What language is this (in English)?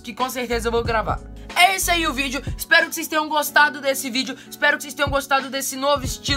Portuguese